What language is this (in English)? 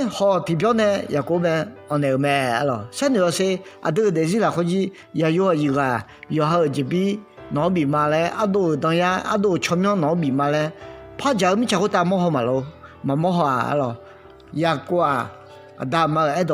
Akha